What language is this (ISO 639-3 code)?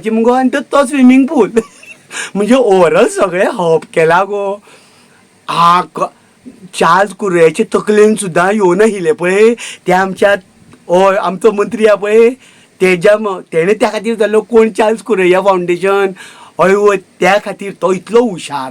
kok